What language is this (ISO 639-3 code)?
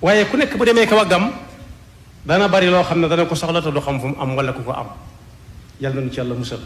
wol